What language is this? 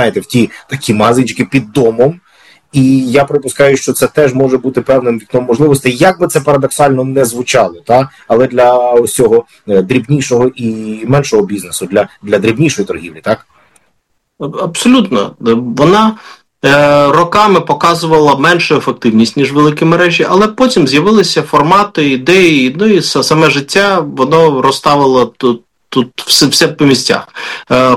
Ukrainian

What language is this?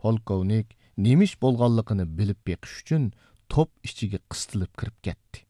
Uyghur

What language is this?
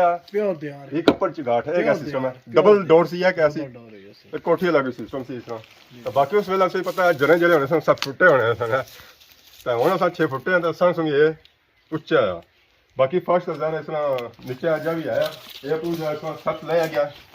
Pahari-Potwari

